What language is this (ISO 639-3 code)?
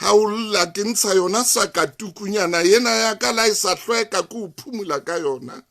sot